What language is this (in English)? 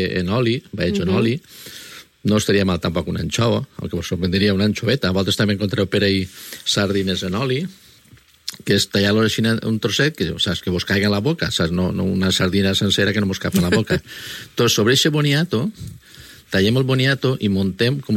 Catalan